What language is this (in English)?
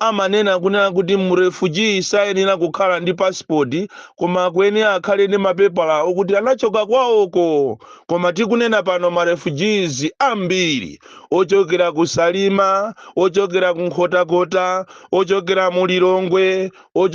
Nyanja